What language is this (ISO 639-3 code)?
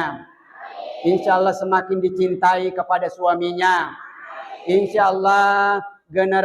bug